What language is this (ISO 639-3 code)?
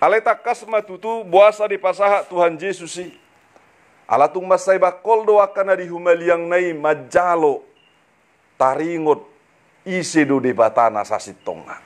bbc